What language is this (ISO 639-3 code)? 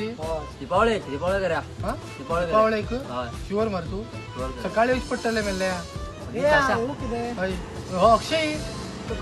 kok